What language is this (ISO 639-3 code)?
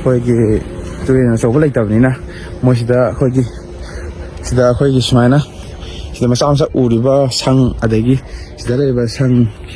mni